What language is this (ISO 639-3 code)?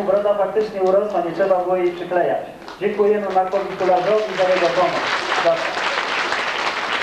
pol